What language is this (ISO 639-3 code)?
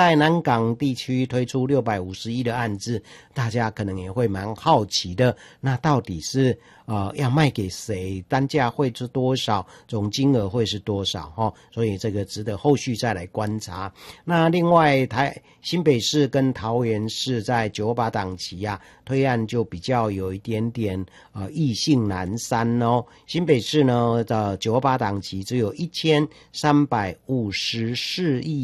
zho